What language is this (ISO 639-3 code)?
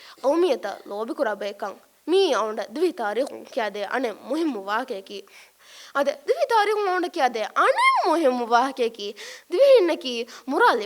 div